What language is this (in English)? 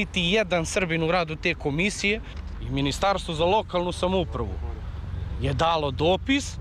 Serbian